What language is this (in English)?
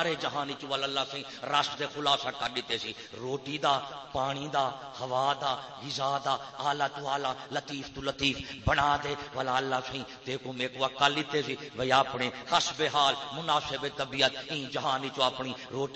Saraiki